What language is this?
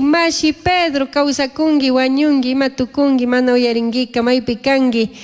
Chimborazo Highland Quichua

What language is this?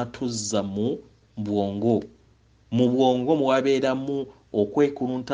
Ganda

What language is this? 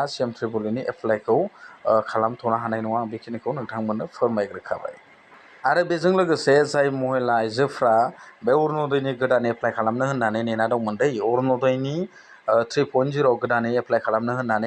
Bodo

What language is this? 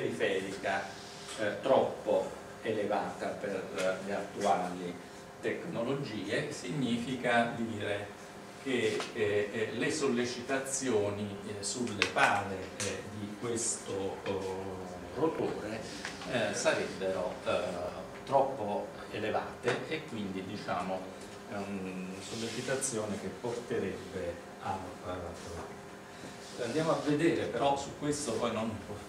Italian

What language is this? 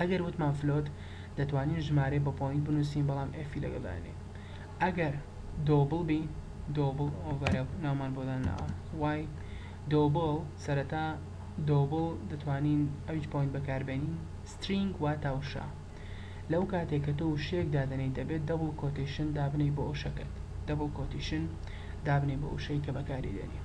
Central Kurdish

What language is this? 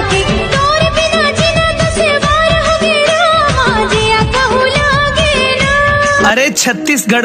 Chhattisgarhi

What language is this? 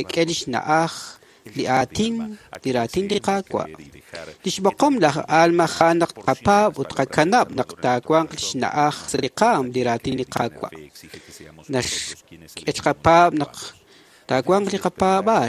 Kekchí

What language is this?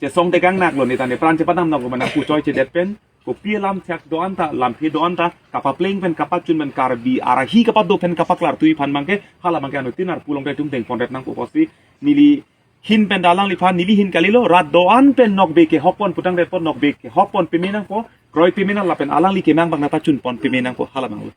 Karbi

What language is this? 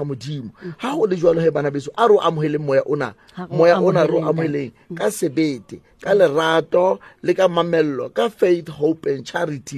Southern Sotho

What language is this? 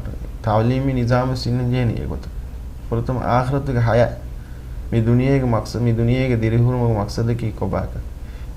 Divehi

